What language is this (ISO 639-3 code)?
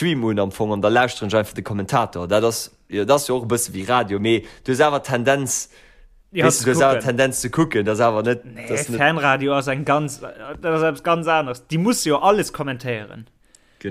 ltz